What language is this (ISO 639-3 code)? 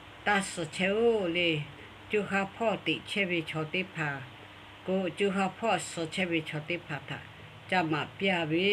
lhu